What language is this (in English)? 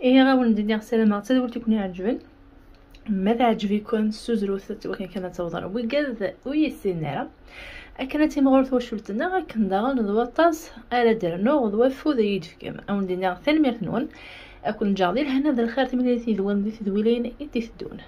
Kabyle